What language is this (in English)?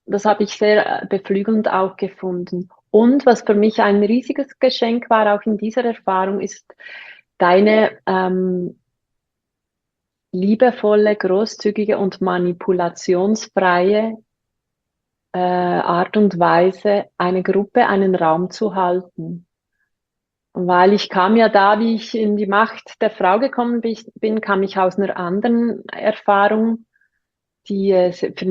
German